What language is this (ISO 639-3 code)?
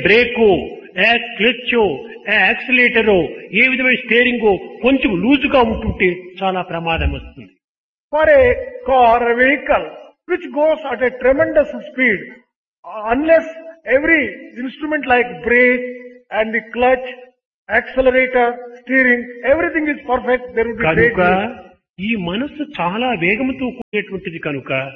tel